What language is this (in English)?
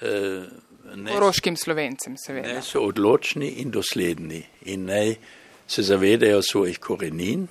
Slovenian